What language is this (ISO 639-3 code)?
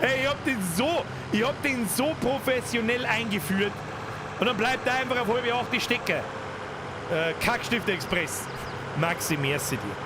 bar